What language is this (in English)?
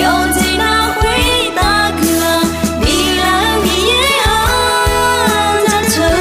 Akha